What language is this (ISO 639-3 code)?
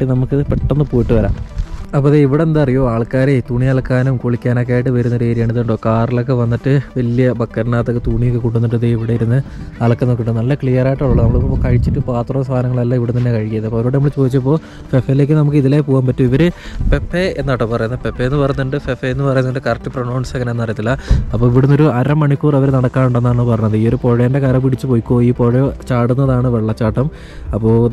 mal